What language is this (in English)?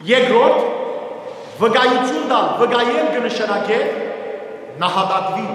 Western Armenian